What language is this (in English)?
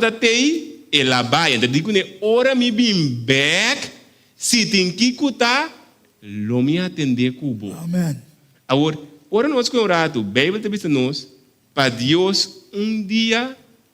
Papiamento